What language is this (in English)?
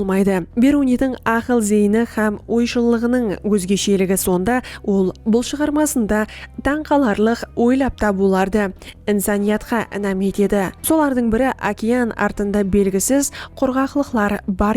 Kara-Kalpak